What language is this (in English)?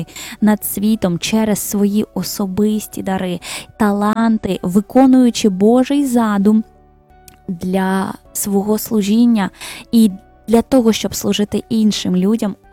Ukrainian